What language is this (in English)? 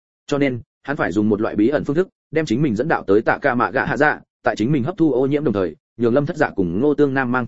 Vietnamese